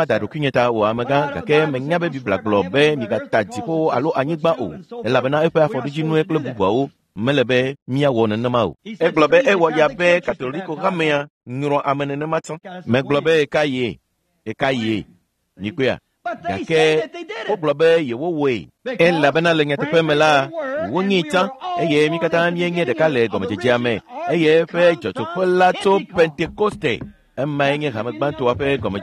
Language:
Ewe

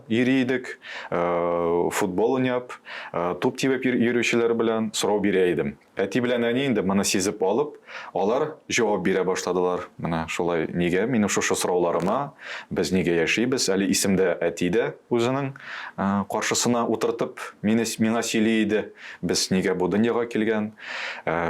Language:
Tatar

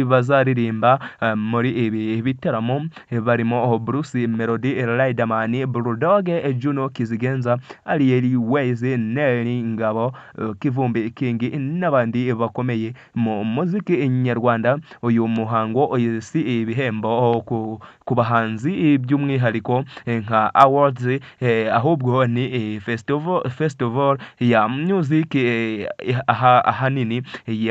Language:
Kinyarwanda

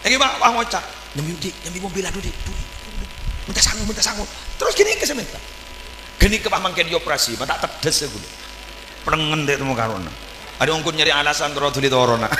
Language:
Madurese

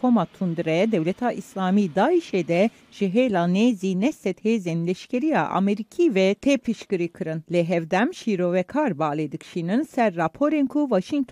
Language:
Kurdish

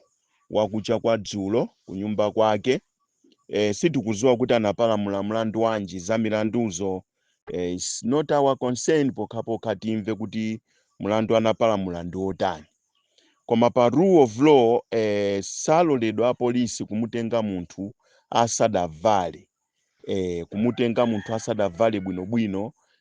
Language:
Nyanja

